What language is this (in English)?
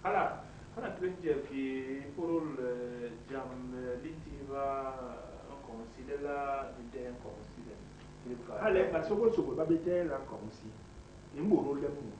Basaa